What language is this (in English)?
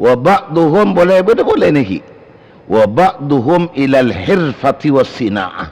Madurese